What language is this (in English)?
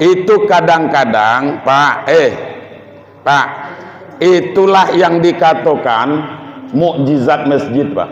Minangkabau